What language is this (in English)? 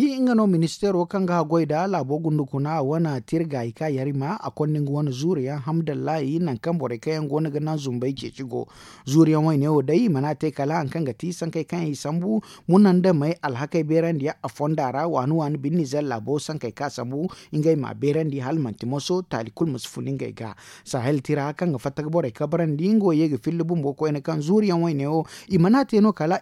Zarma